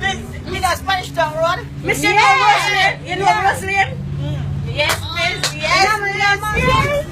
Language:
Jamaican Creole English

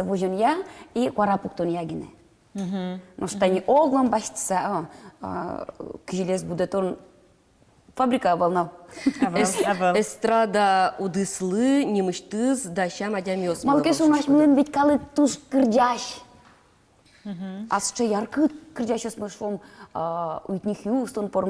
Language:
Udmurt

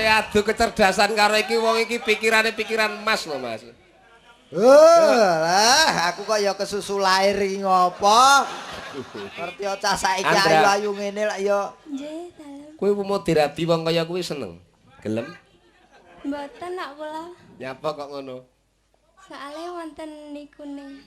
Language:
Javanese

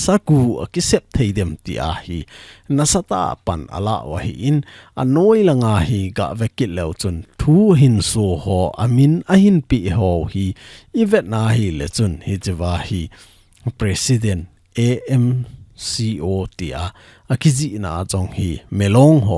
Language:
Thado Chin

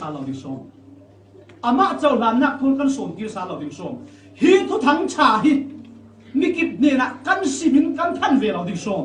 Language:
Falam Chin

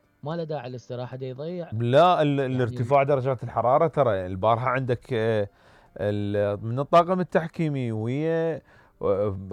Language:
Mesopotamian Arabic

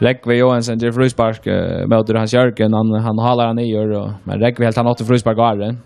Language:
Faroese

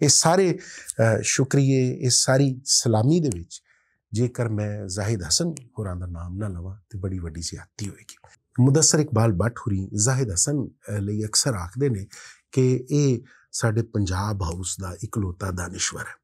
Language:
Western Panjabi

